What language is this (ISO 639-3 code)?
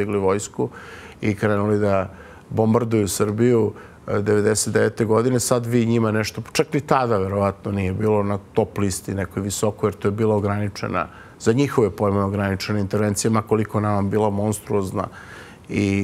srp